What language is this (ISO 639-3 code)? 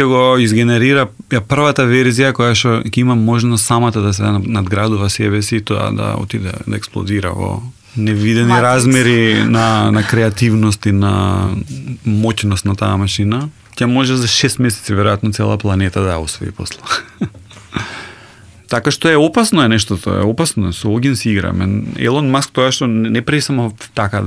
mkd